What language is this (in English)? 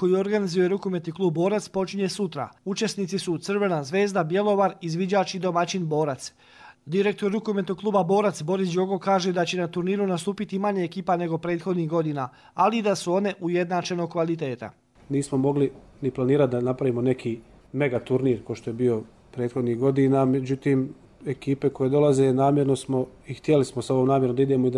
Croatian